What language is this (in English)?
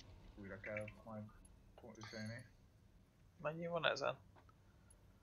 Hungarian